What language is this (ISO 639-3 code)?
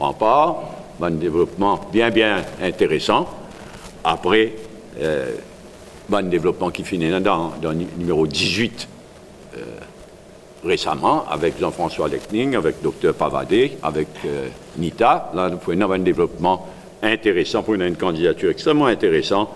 mfe